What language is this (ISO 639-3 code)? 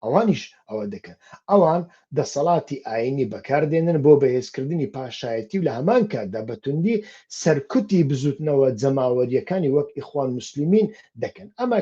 ckb